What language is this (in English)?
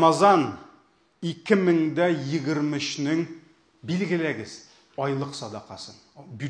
Tatar